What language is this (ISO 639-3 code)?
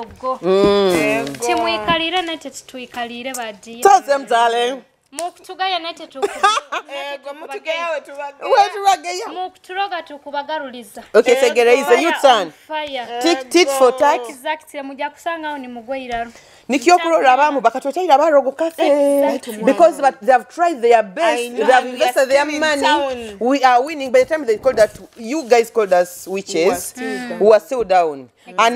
nyo